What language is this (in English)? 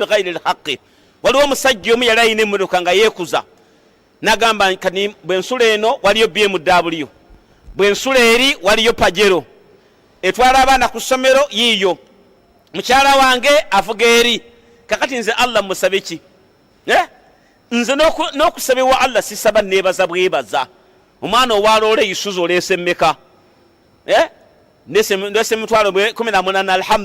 Ganda